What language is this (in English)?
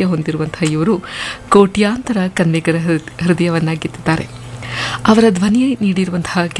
Kannada